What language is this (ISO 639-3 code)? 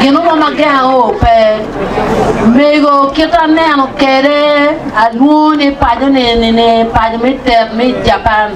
ach